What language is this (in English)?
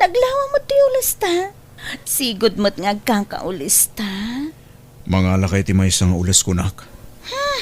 Iloko